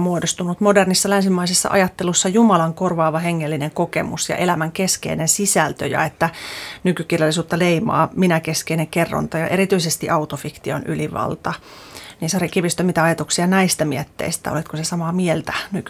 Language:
Finnish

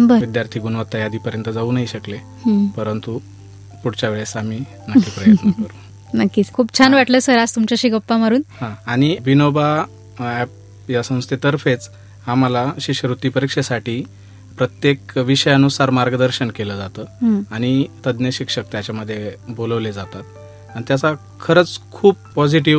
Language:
Marathi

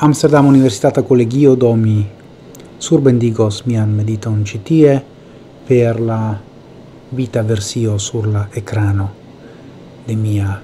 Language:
Esperanto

